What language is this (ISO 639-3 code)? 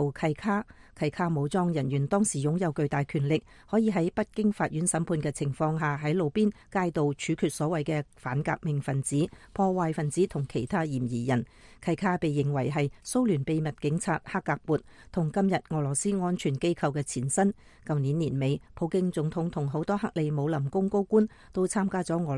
yue